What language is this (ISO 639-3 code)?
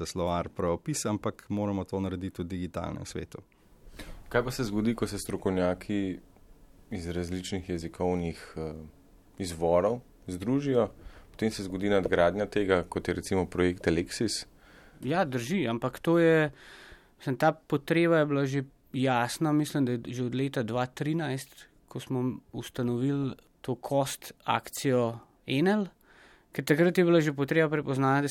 slv